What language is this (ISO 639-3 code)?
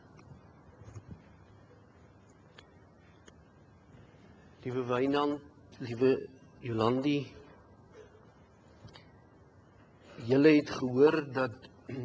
afr